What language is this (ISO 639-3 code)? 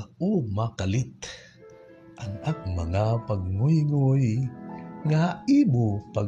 war